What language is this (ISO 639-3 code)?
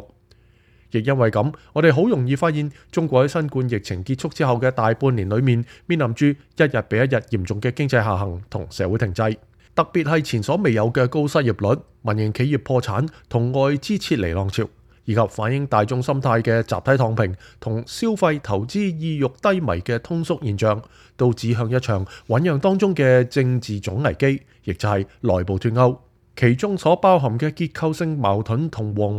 yue